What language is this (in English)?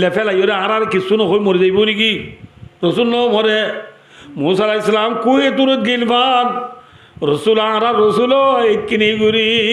Rohingya